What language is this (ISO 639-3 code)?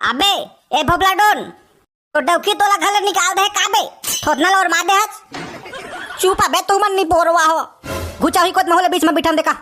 hne